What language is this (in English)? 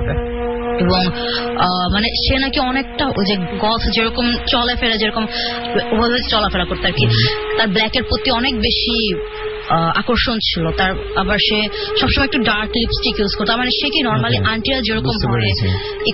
Bangla